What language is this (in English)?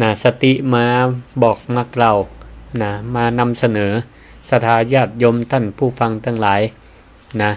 Northern Thai